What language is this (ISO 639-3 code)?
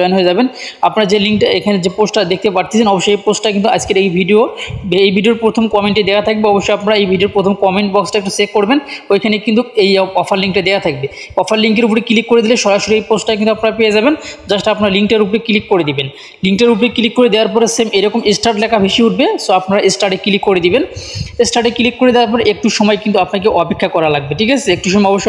ben